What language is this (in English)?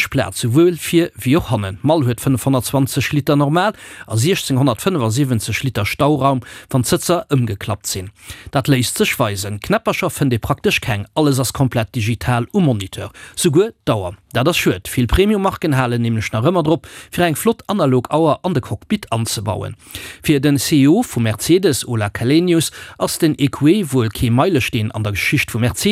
Luxembourgish